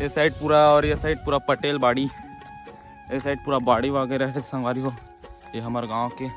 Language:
Chhattisgarhi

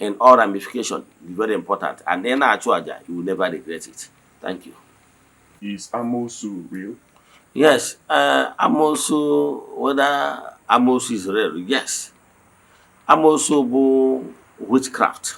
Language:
Igbo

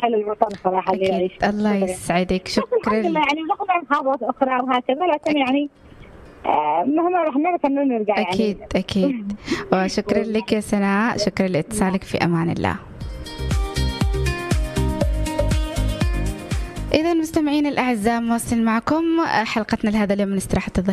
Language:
Arabic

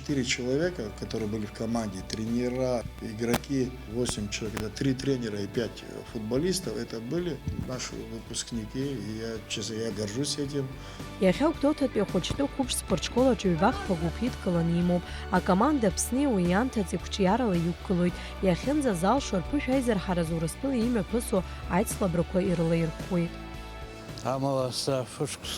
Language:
Abkhazian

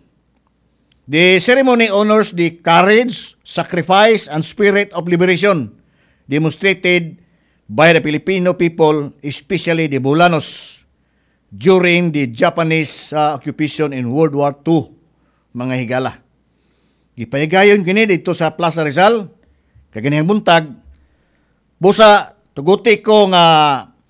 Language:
Cebuano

